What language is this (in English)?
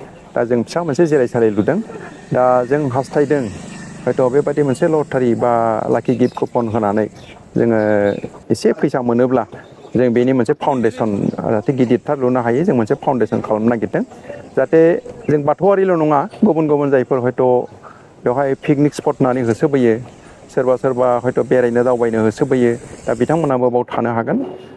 Bodo